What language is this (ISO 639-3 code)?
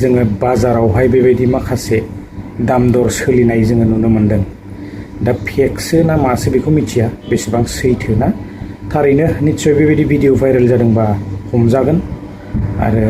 brx